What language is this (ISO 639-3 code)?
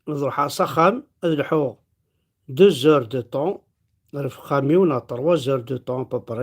kab